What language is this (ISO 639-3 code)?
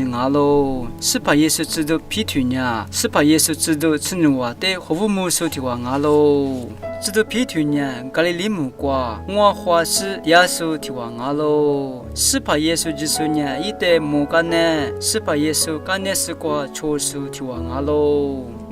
lis